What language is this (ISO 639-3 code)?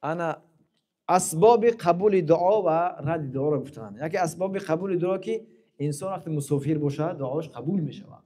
tgk